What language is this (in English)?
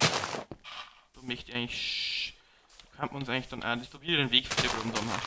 Bavarian